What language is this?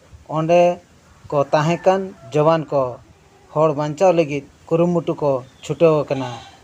Santali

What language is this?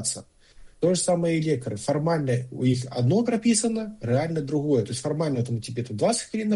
Belarusian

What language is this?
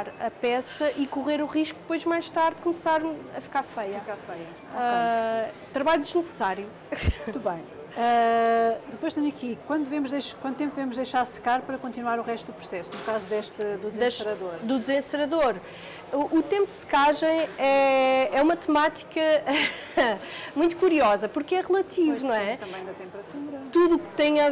Portuguese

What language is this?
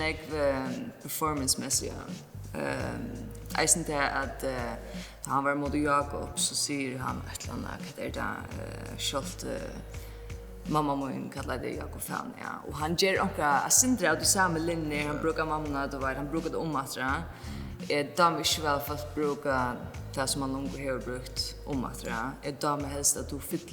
Faroese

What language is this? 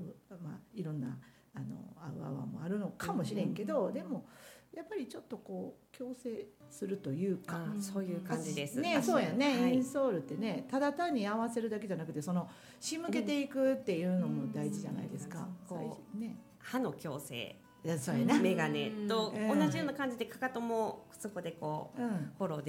Japanese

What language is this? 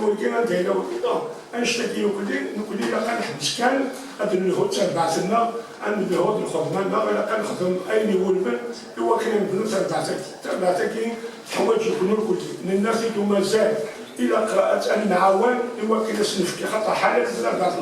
Kabyle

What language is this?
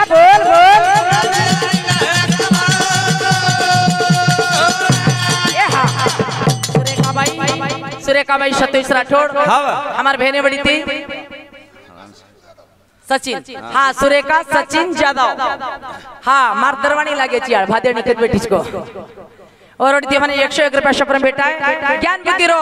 Lambadi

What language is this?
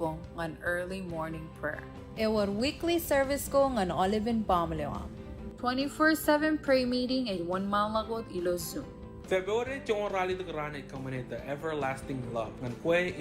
Marshallese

